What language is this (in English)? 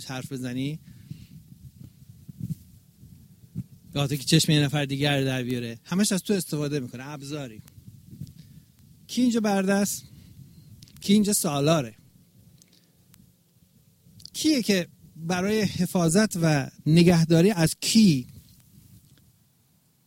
Persian